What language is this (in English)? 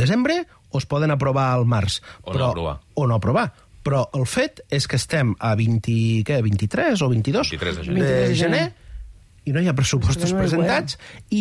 Catalan